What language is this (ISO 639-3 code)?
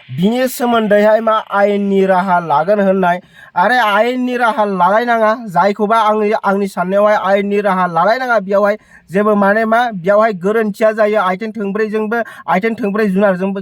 brx